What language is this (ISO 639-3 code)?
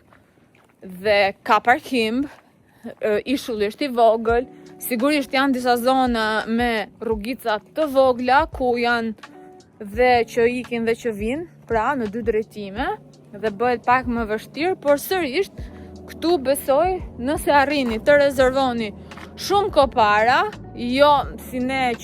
sqi